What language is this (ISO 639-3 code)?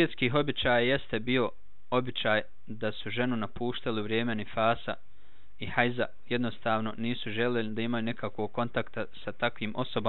bos